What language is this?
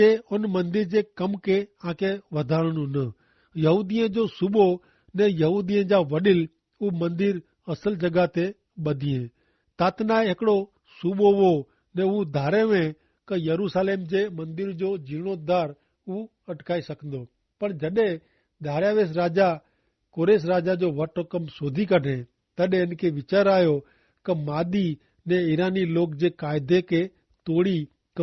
Kachhi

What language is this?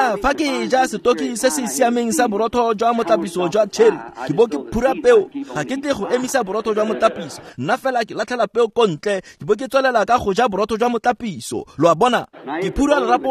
Tswana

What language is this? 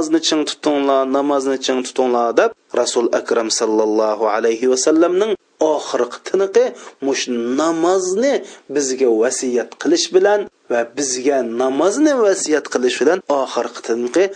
Uyghur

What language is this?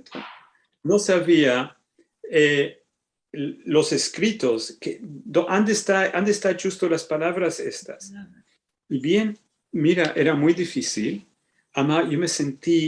Ladino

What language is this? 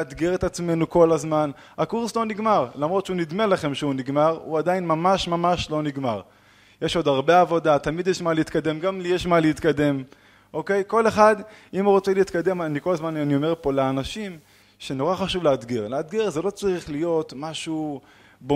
Hebrew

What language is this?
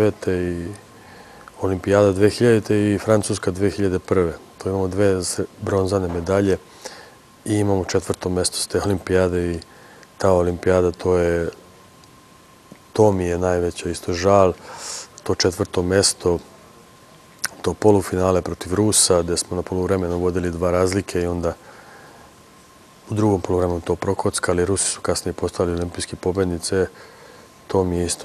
Serbian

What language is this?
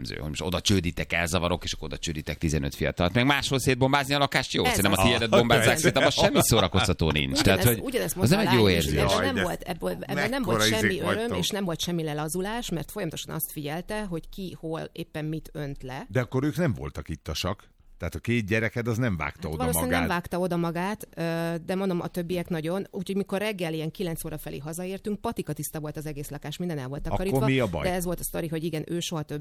Hungarian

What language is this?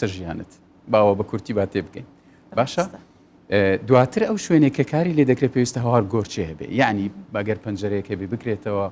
Central Kurdish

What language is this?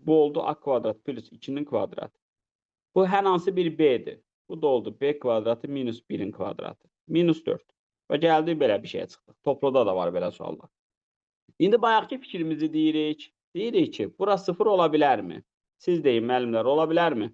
Azerbaijani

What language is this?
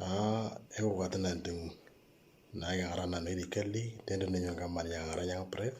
Moro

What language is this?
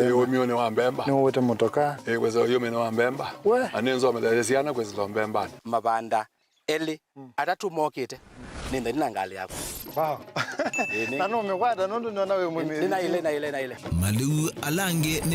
Kamba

